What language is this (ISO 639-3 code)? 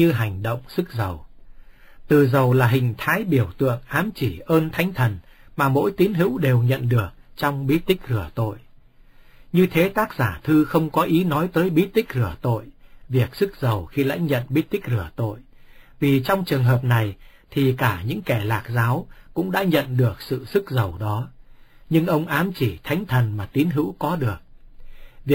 vie